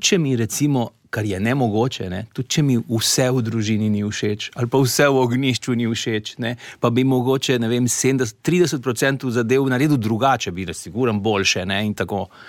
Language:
Slovenian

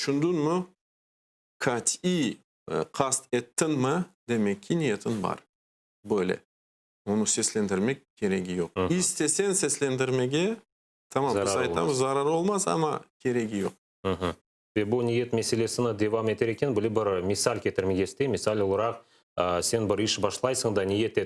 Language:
Crimean Tatar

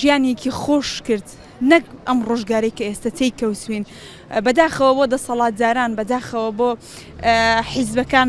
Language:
Central Kurdish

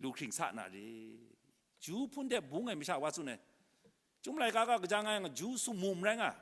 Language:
Kachin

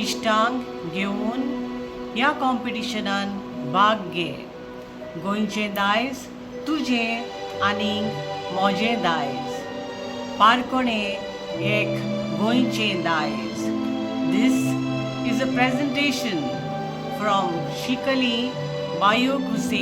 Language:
Konkani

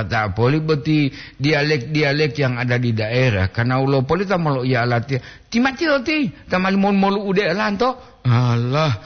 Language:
Gorontalo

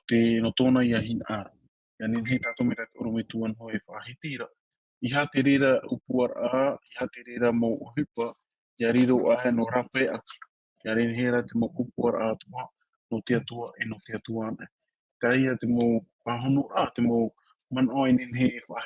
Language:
Tahitian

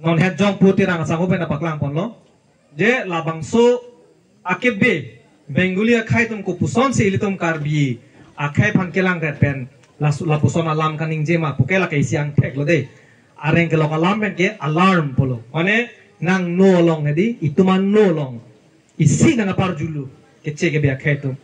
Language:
Karbi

